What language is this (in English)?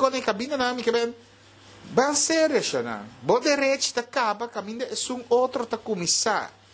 Papiamento